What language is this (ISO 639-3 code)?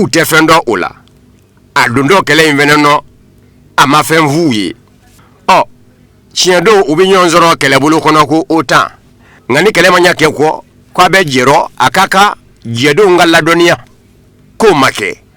bam